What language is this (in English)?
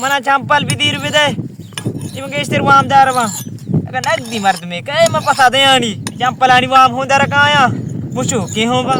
Baluchi